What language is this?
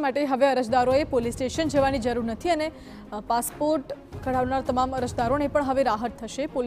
Gujarati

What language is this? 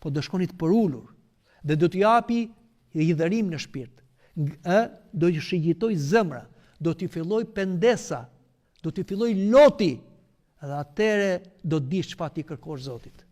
Albanian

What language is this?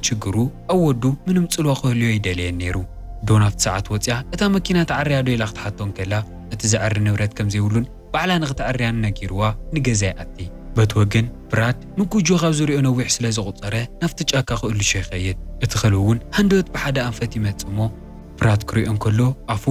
Tigrinya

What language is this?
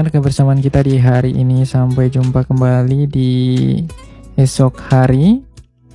Indonesian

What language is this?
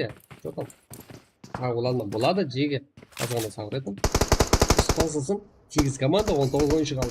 Kara-Kalpak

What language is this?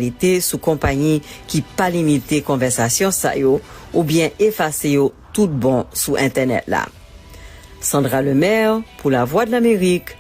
Haitian Creole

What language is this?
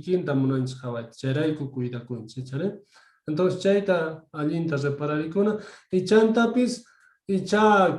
South Bolivian Quechua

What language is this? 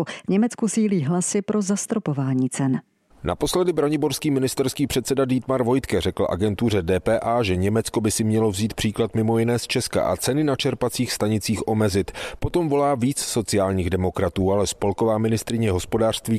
Czech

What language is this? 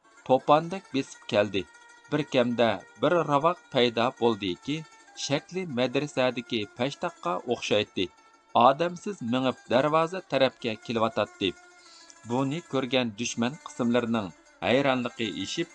Uyghur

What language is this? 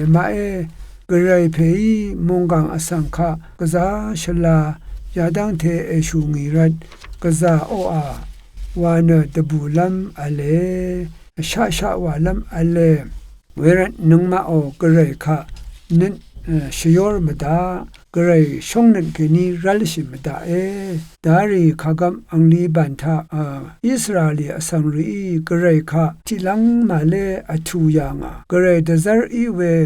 Rawang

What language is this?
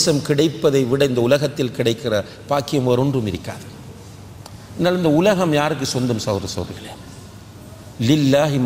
Tamil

